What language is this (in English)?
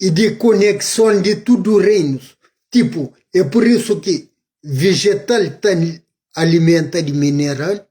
Kabuverdianu